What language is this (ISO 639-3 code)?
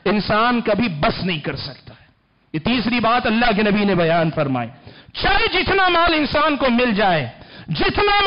urd